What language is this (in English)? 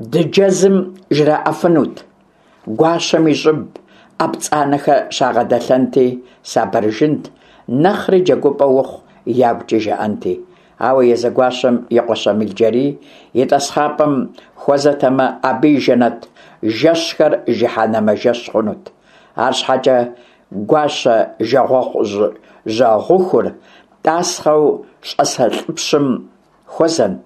Kabardian